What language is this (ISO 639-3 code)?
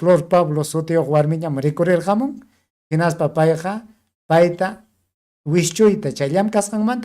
quy